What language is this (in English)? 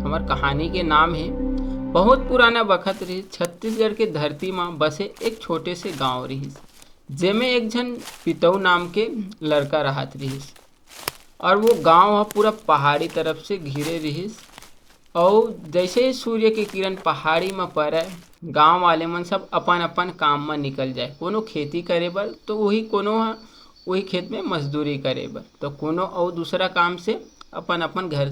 Chhattisgarhi